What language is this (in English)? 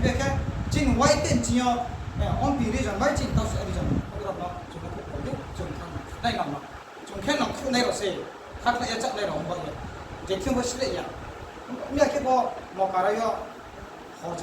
Riang (India)